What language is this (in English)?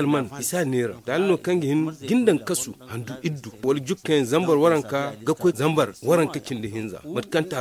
Zarma